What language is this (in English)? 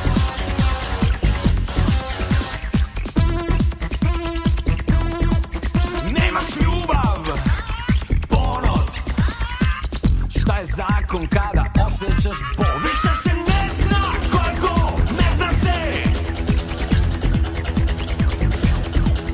Serbian